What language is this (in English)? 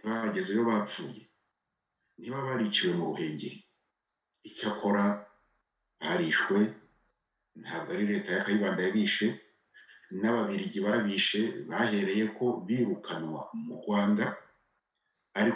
Kinyarwanda